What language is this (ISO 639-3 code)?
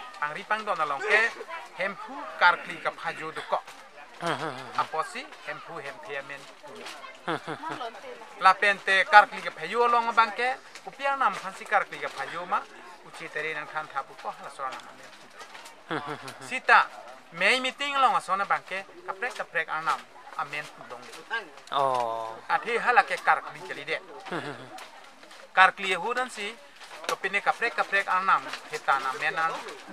mjw